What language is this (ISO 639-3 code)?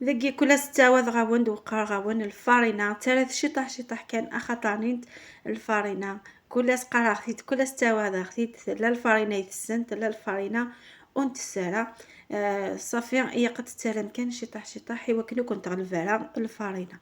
kab